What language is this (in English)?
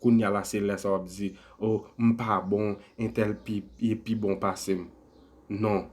Haitian Creole